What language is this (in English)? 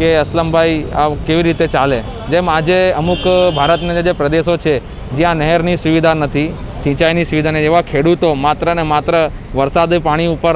Gujarati